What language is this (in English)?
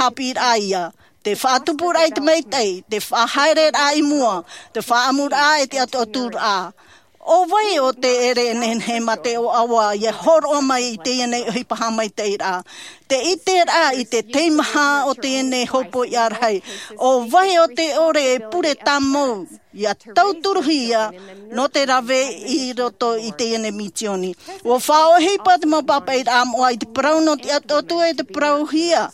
Tahitian